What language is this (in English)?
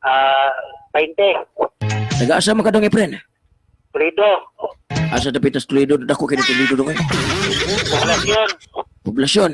Cebuano